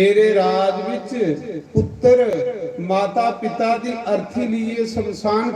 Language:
Dogri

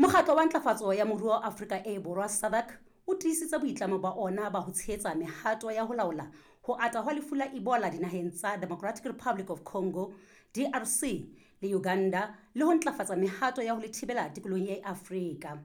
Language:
Southern Sotho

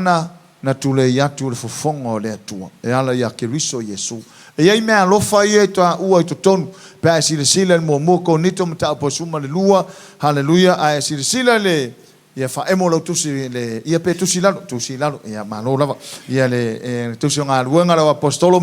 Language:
Samoan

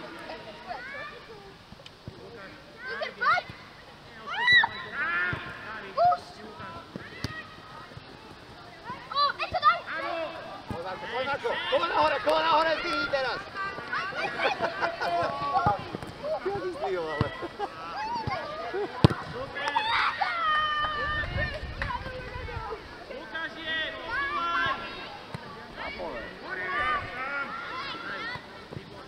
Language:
Slovak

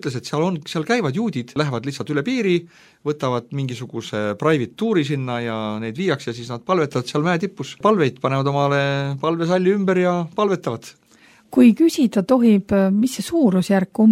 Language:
Estonian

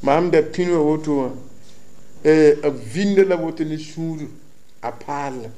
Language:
Mossi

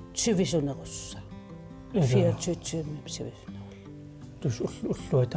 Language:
Kalaallisut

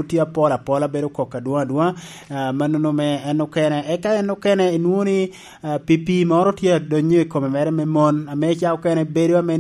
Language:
Lango (Uganda)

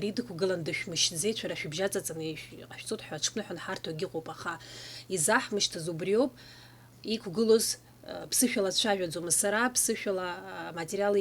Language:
Abkhazian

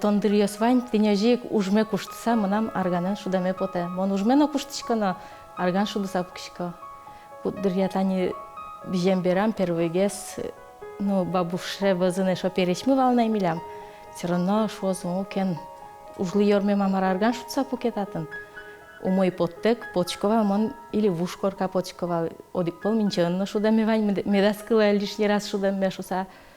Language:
Udmurt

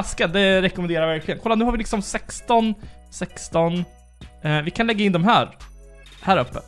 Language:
Swedish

